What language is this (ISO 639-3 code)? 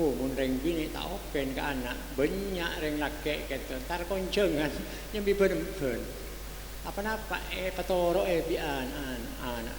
mad